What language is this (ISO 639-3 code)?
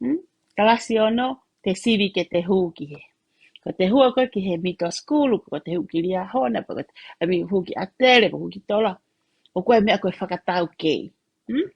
ton